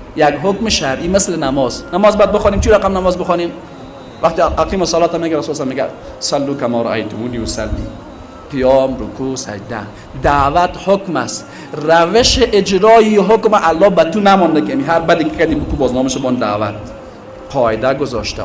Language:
Persian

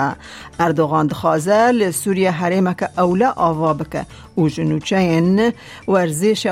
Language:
Kurdish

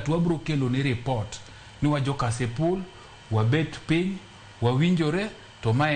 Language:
Luo (Kenya and Tanzania)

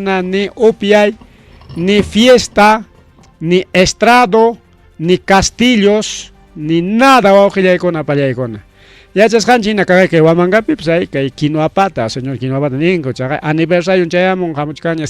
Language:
Ayacucho Quechua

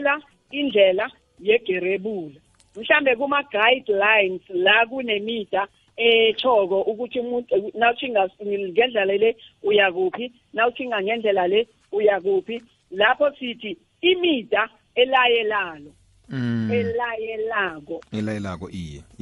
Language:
South Ndebele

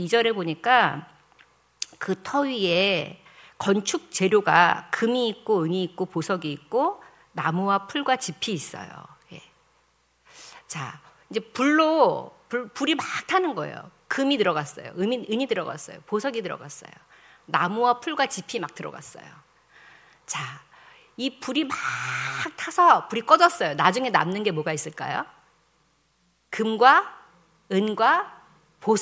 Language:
Korean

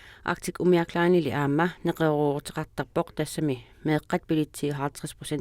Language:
Kalaallisut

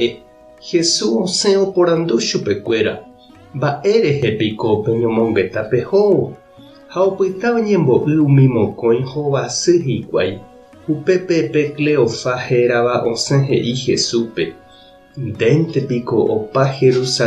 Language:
Guarani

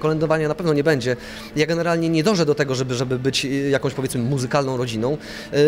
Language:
Polish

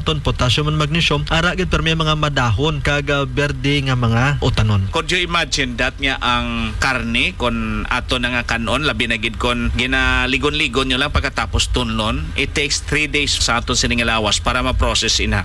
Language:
Hiligaynon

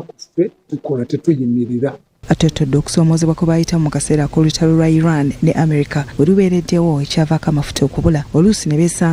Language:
Ganda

